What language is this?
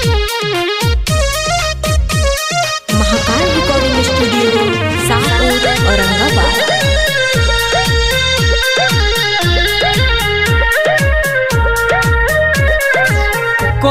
Bhojpuri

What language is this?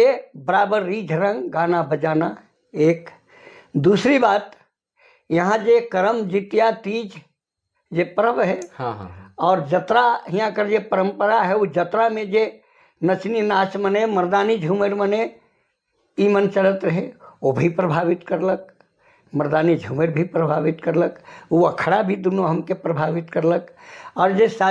Sadri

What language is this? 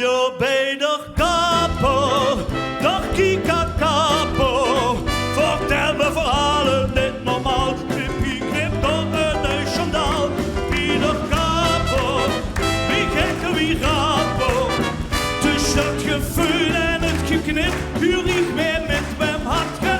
Limburgish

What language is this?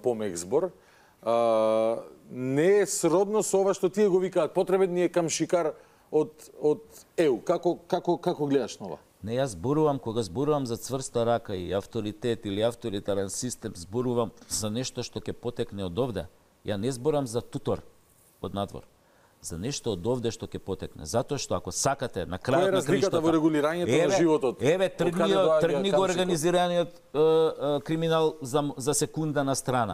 Macedonian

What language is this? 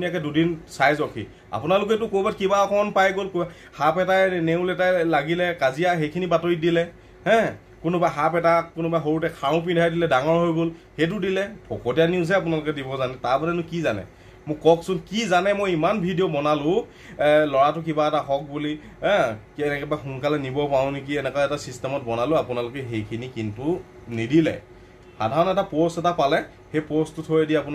Assamese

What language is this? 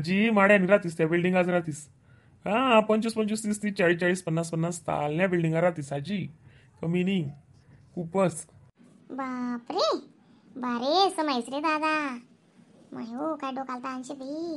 Khandesi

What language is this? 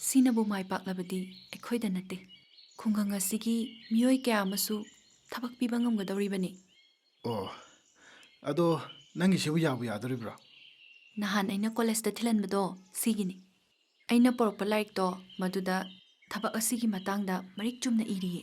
Manipuri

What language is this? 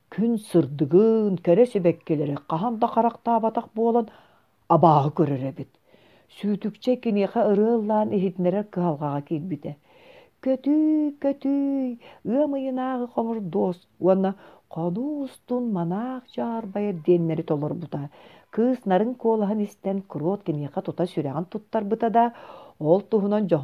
Yakut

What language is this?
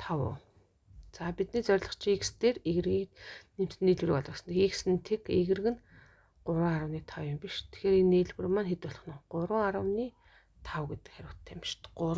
Mongolian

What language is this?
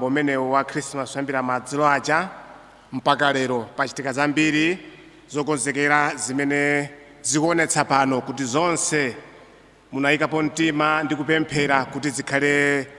Nyanja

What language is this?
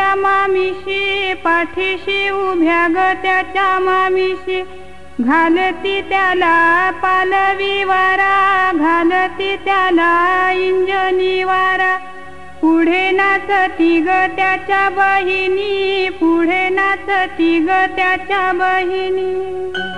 Marathi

